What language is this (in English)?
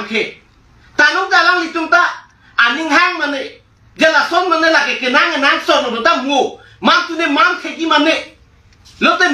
Karbi